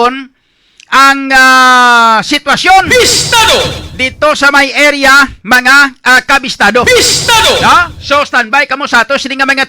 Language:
Hiligaynon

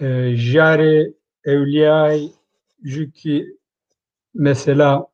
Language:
Zaza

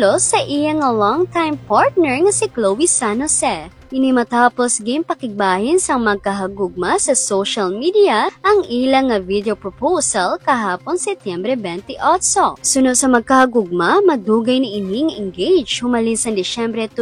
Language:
Hiligaynon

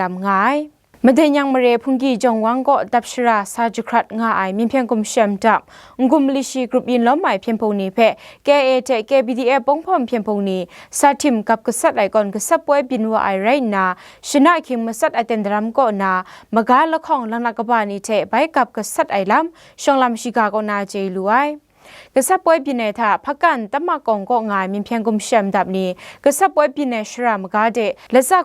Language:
Kachin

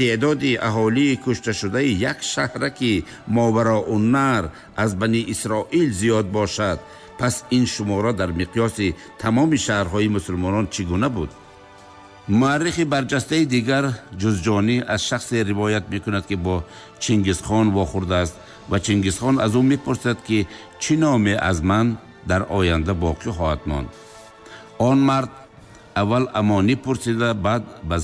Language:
Tajik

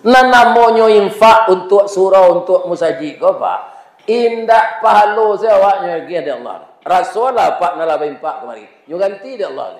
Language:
Minangkabau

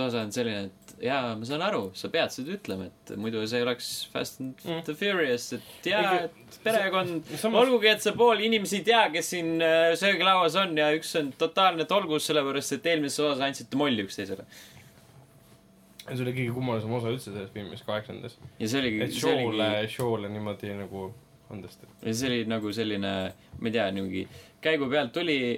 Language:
Estonian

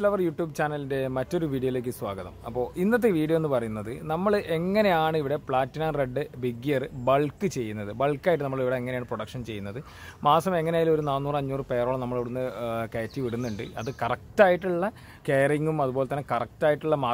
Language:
Malayalam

